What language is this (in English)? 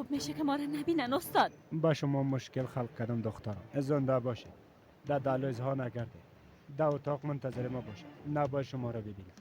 Persian